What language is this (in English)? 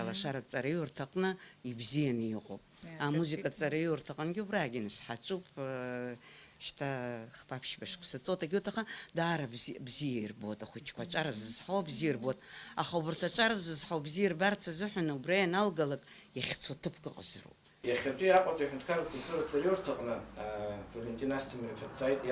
Abkhazian